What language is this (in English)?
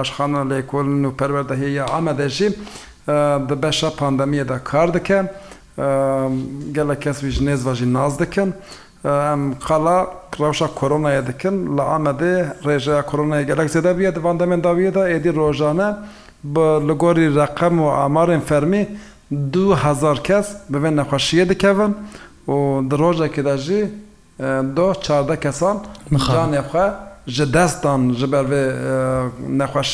Kurdish